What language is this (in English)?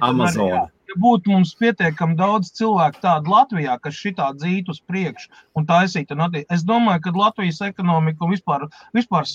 Latvian